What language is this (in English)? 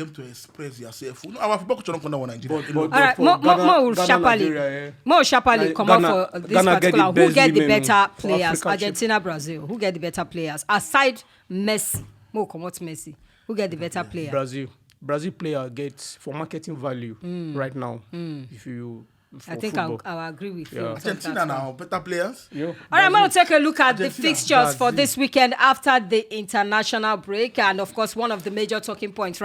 Nigerian Pidgin